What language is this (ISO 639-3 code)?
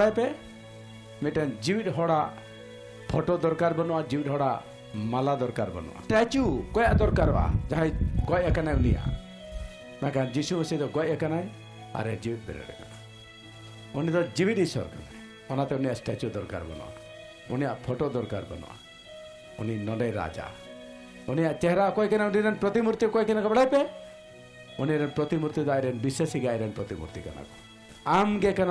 sat